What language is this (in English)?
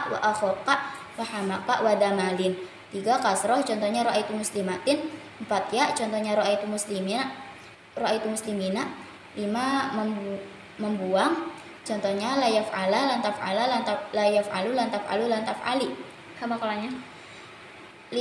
Indonesian